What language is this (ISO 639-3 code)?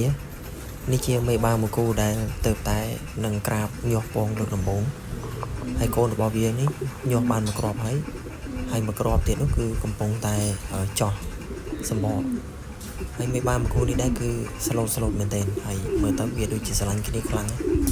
khm